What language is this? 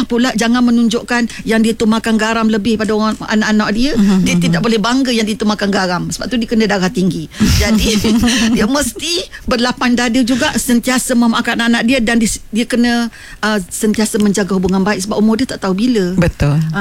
Malay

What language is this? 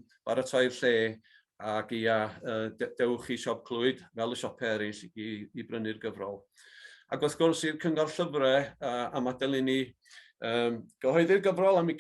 Welsh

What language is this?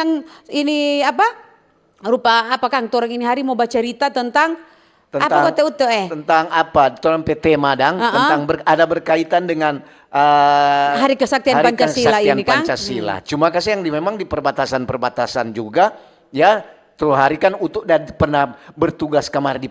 Manado Malay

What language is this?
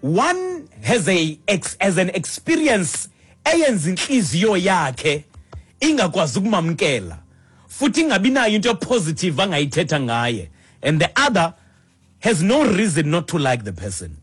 Xhosa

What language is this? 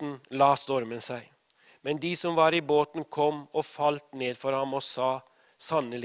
Norwegian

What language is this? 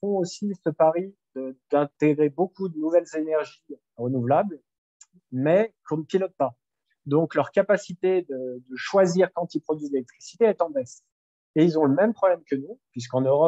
French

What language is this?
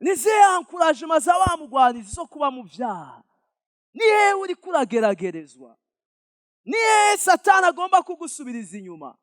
Rundi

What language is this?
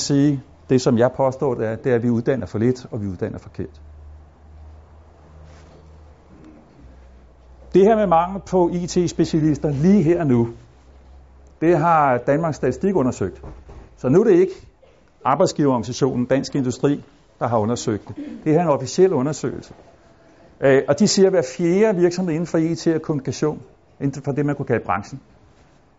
Danish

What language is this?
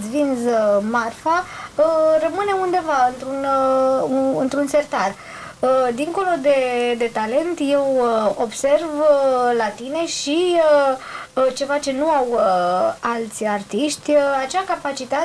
Romanian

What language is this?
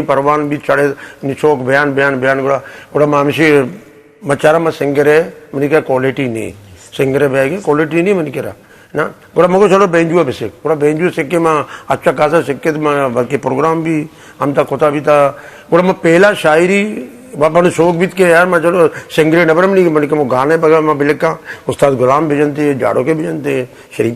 Eastern Balochi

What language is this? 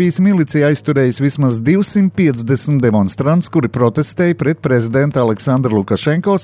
Latvian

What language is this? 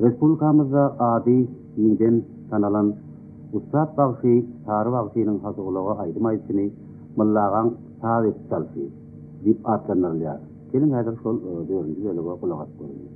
Turkmen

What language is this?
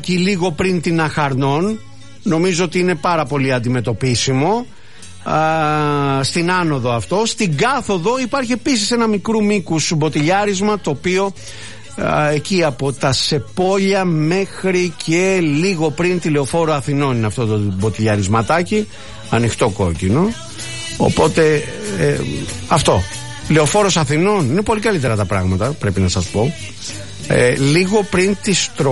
Greek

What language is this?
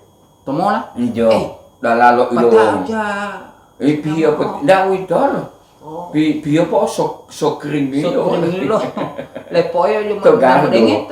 Gorontalo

